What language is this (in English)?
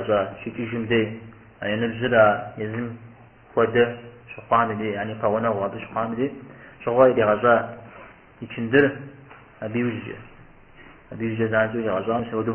Kabardian